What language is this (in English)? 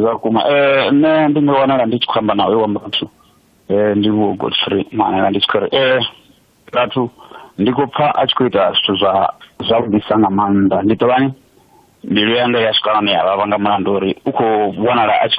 Venda